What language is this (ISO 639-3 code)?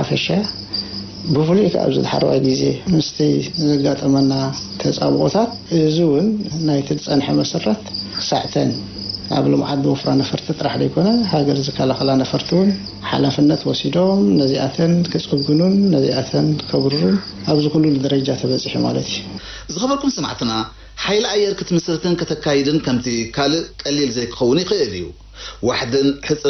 tir